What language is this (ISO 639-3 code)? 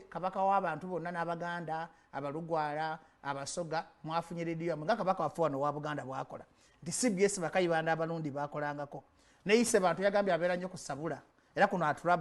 lug